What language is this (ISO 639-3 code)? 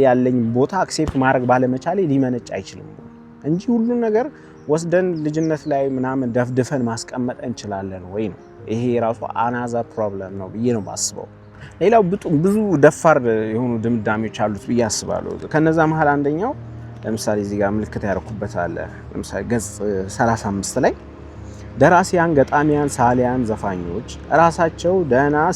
amh